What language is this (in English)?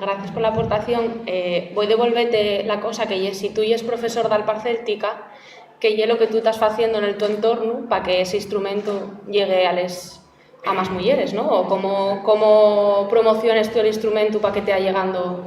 Asturian